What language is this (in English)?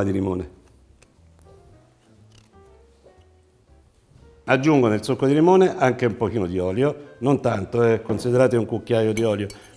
Italian